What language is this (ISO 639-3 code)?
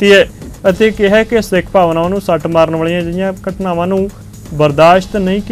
pan